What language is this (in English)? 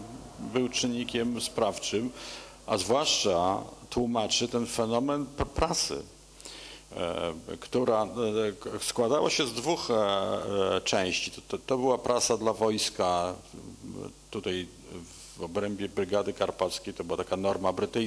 Polish